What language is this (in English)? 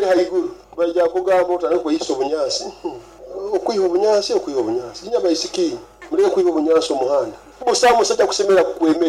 Nyoro